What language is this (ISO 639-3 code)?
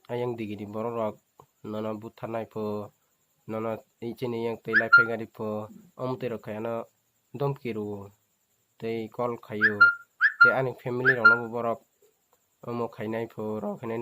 trp